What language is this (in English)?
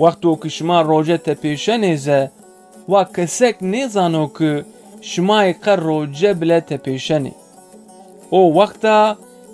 Zaza